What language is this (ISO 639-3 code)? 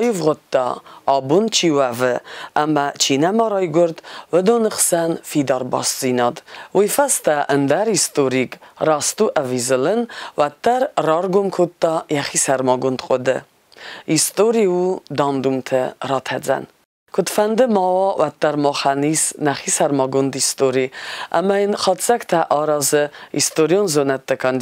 oss